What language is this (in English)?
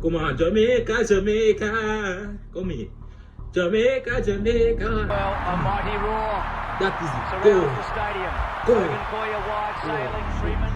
Jamaican Creole English